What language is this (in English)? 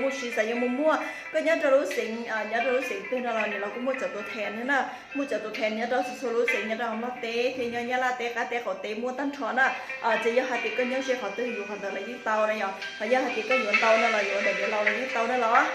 Hmong